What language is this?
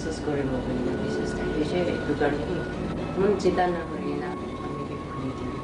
Naga Pidgin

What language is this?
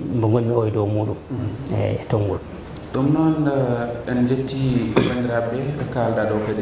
Fula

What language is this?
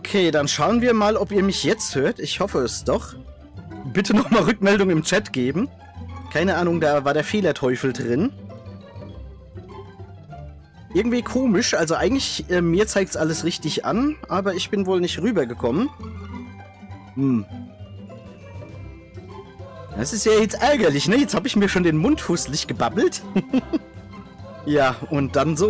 German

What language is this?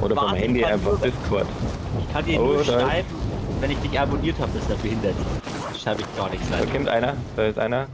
Bavarian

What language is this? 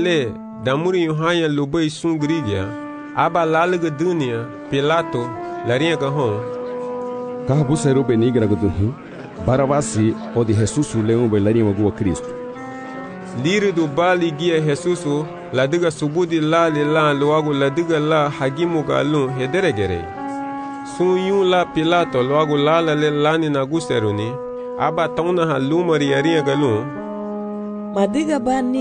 Garifuna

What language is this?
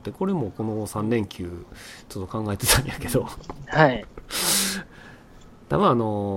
Japanese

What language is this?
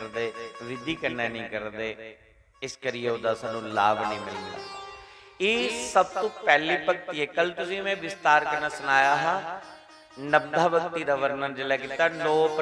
Dogri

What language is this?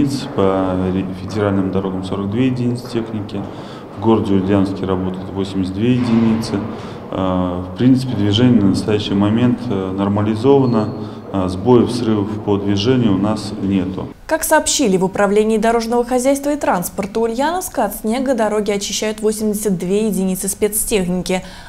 Russian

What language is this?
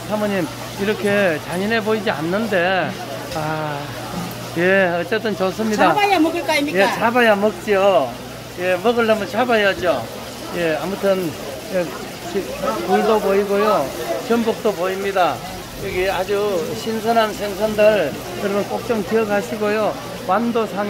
Korean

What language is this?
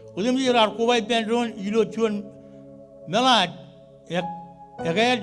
Marshallese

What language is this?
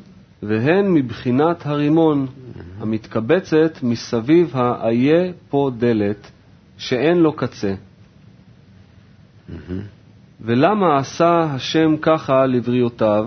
Hebrew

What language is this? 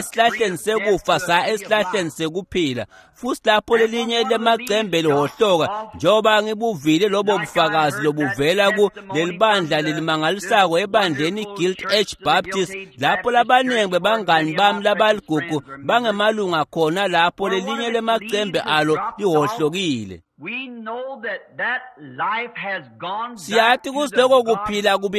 Swati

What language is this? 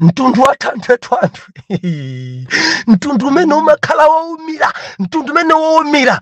Nyanja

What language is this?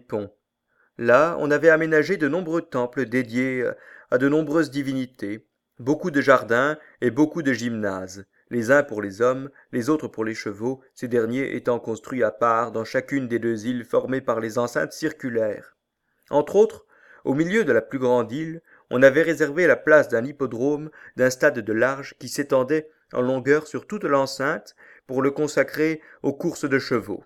French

